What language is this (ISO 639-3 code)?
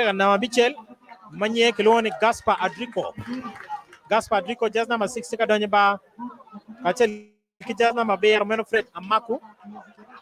ach